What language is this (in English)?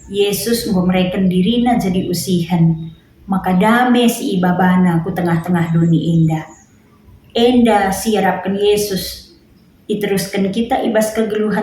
Batak Karo